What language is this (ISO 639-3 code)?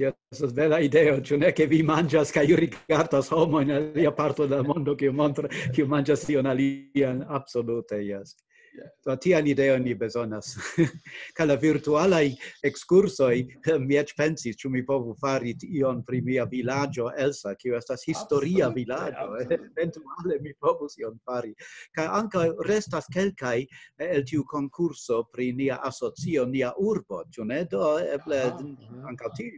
epo